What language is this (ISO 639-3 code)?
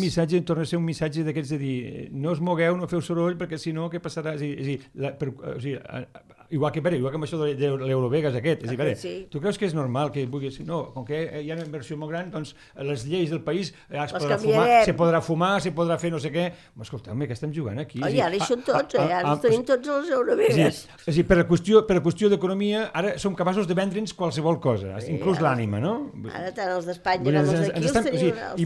cat